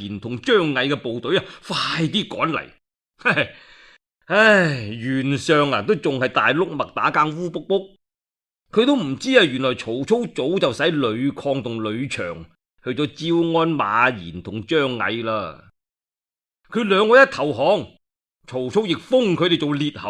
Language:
Cantonese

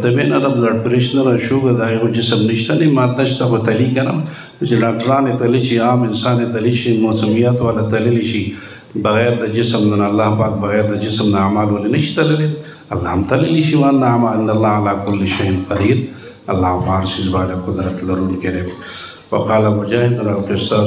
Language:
Pashto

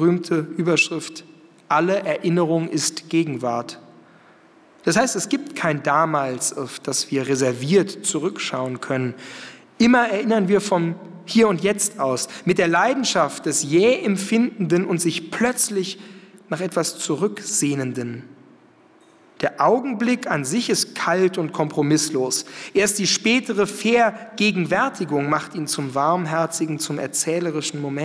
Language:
German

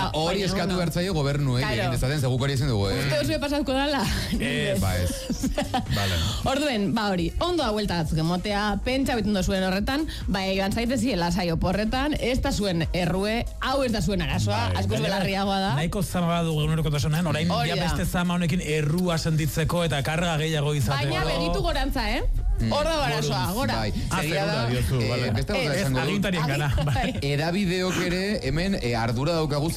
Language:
Basque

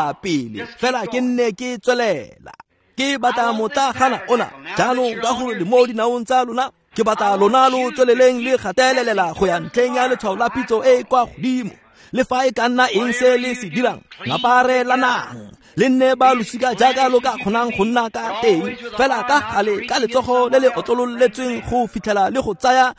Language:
Tswana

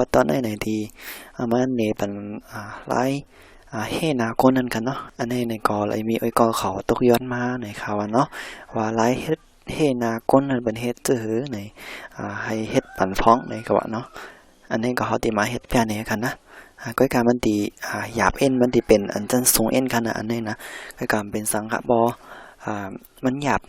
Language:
Shan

